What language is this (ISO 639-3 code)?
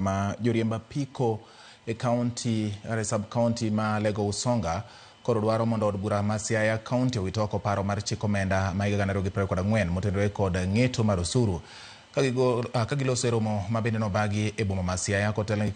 luo